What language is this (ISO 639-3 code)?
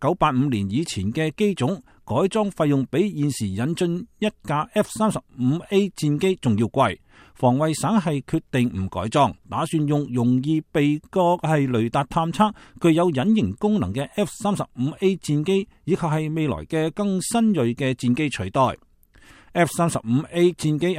yue